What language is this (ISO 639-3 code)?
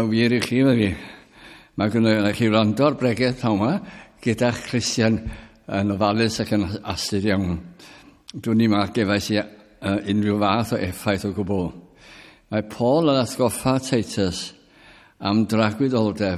cym